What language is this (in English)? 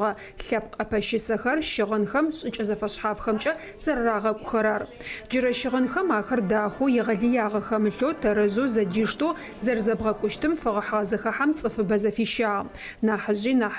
Adyghe